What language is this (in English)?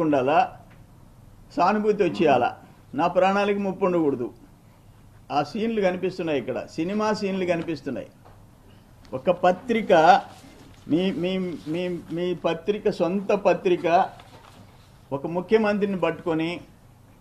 Telugu